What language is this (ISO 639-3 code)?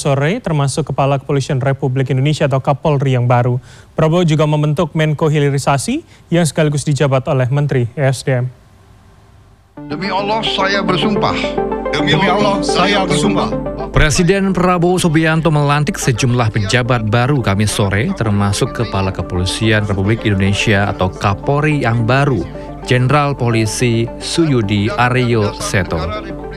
ind